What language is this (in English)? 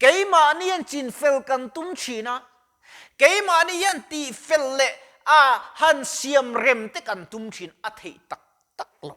Mizo